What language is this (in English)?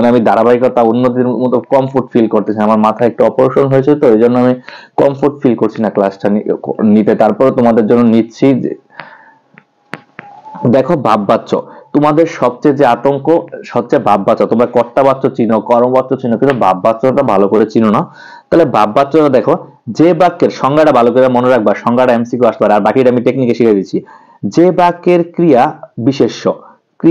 Bangla